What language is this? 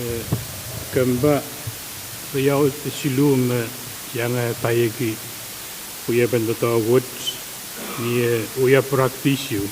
Pohnpeian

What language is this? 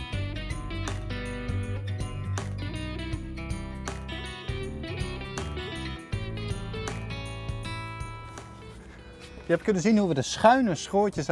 Dutch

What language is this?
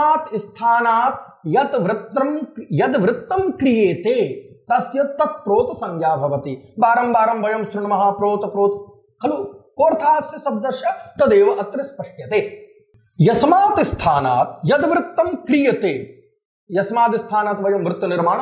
Sanskrit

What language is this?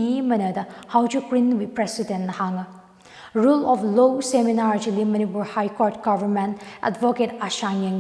Tangkhul Naga (India)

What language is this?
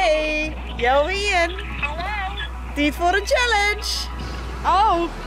Western Frisian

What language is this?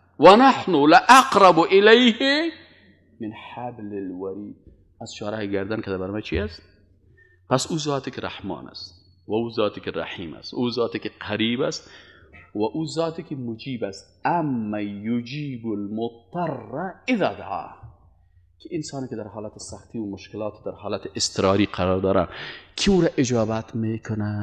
Persian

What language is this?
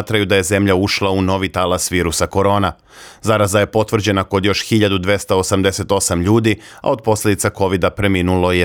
Serbian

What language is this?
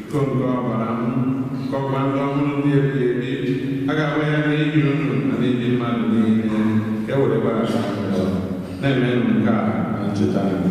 Igbo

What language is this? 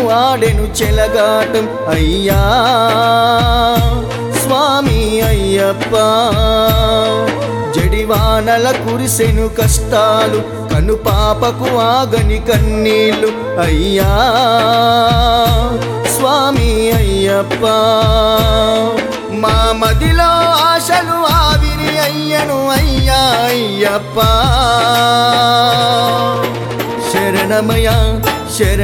Telugu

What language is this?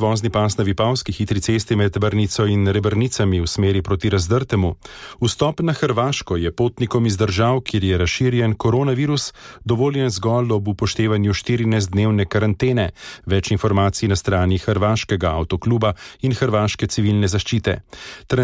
Slovenian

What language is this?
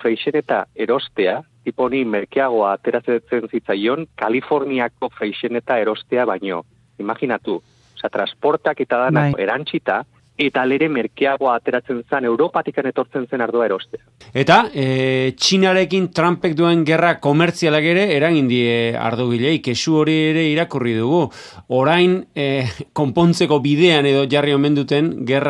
Basque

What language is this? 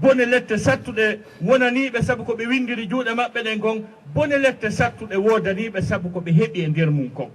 Fula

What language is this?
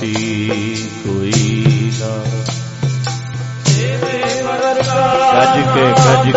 Punjabi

